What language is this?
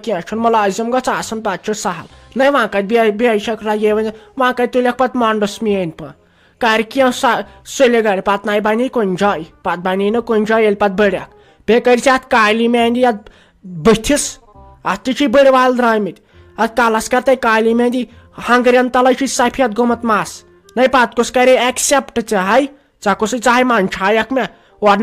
Kashmiri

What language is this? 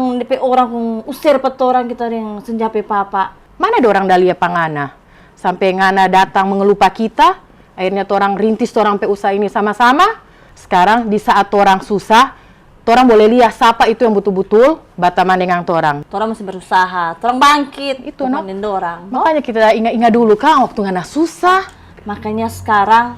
Manado Malay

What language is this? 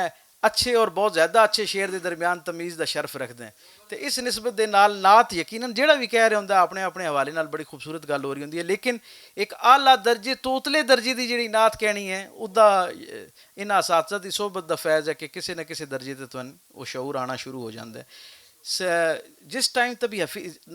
Western Panjabi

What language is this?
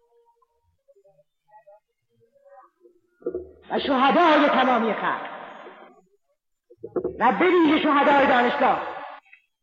Persian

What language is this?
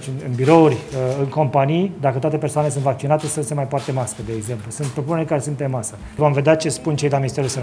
Romanian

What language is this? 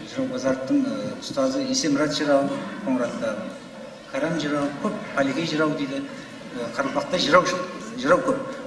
Kara-Kalpak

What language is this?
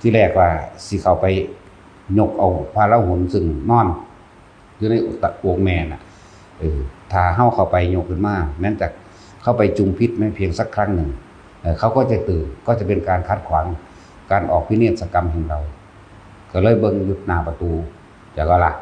Northeastern Thai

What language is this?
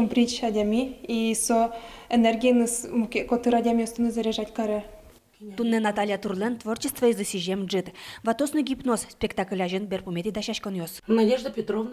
Udmurt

